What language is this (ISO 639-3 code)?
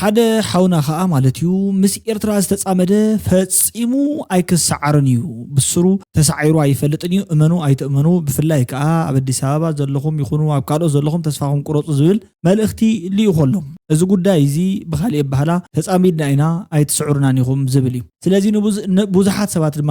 tir